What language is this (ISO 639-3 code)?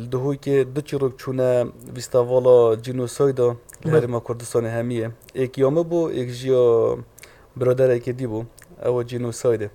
kur